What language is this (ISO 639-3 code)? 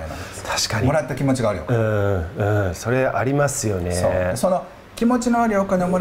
jpn